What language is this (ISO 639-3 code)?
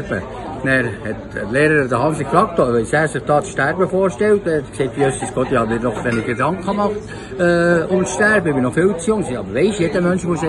gsw